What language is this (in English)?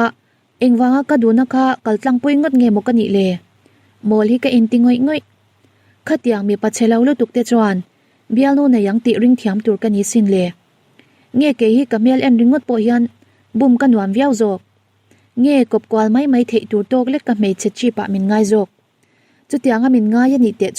Mizo